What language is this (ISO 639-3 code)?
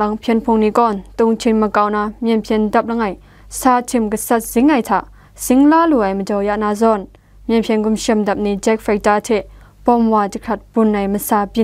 kac